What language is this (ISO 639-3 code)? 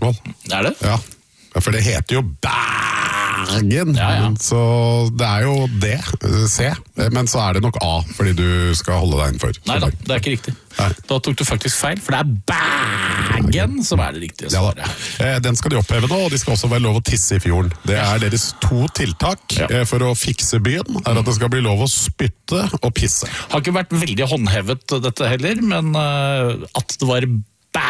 nor